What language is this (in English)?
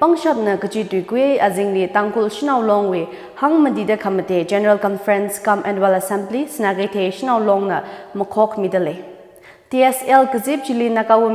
Tangkhul Naga (India)